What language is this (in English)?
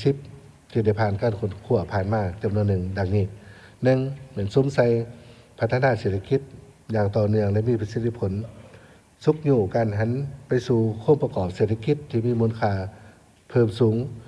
Lao